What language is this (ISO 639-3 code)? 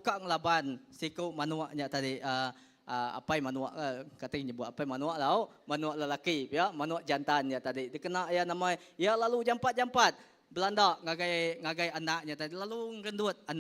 iba